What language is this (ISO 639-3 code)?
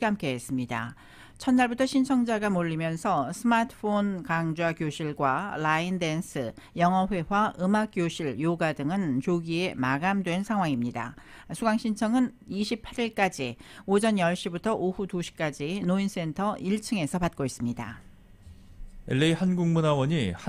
kor